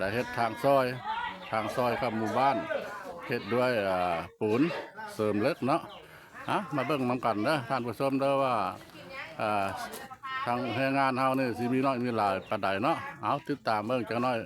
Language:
Lao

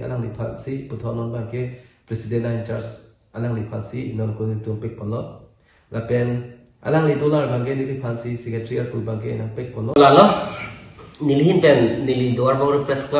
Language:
Karbi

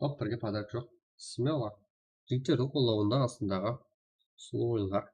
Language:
Kara-Kalpak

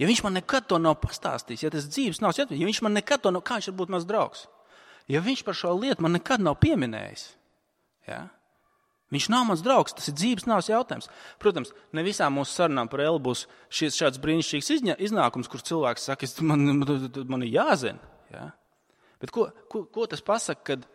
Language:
Latvian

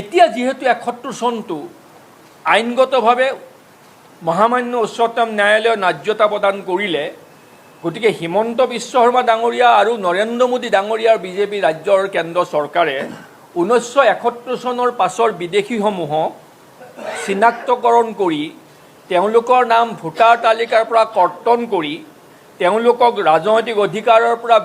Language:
Assamese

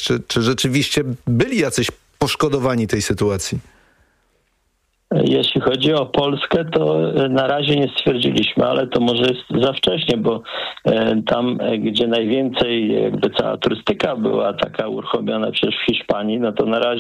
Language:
Polish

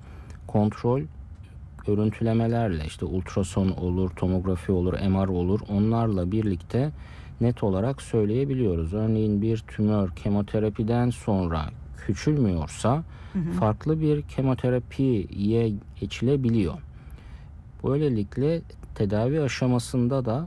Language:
Turkish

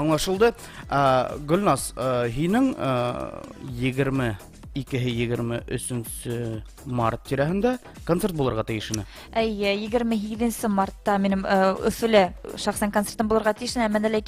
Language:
Bashkir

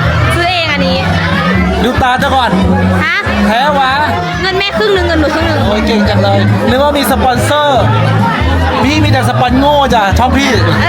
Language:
Lao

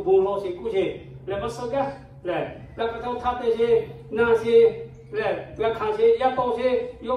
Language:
Lahu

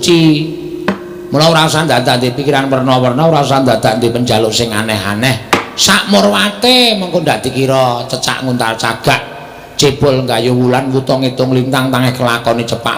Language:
Javanese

